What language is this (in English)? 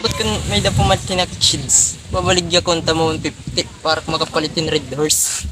Waray